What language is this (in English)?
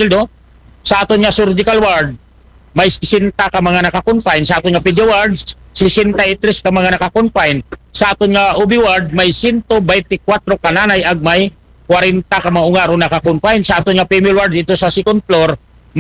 Aklanon